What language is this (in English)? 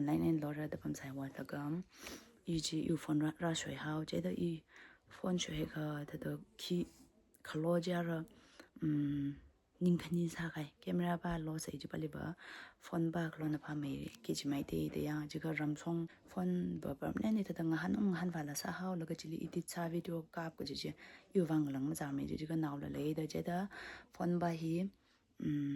Tangkhul Naga (India)